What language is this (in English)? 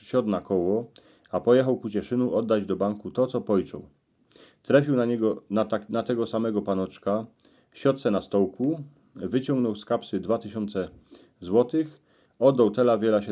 Silesian